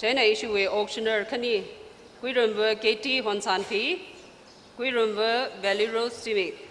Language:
Tangkhul Naga (India)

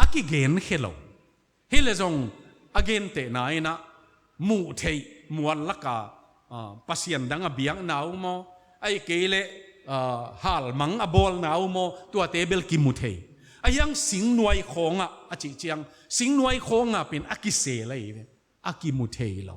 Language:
Tedim Chin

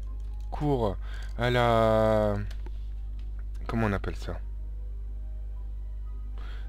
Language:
French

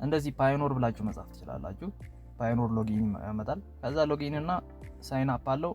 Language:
Amharic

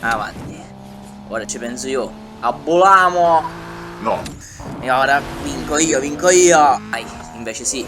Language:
Sicilian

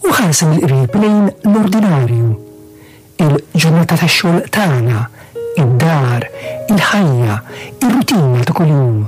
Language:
Maltese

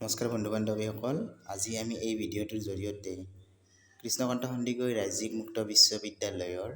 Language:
Assamese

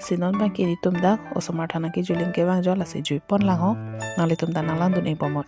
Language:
Karbi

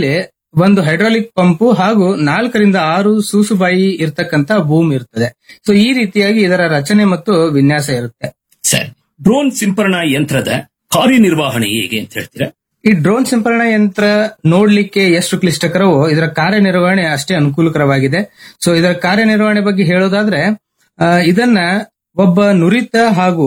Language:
Kannada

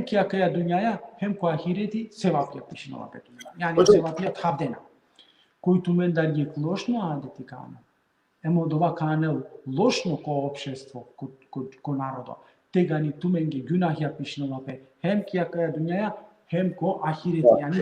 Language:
Balkan Romani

